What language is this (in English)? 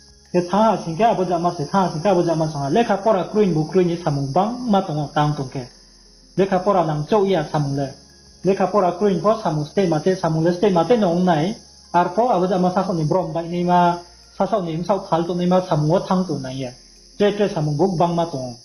Riang (India)